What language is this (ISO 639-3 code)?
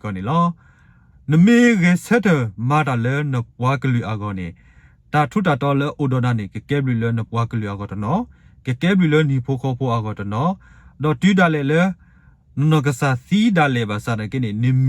ksw